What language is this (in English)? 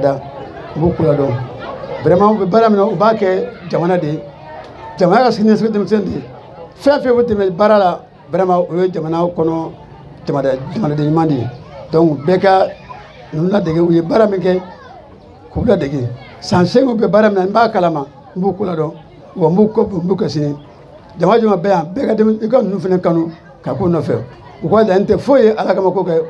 Bambara